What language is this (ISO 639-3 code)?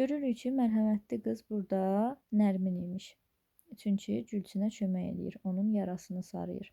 aze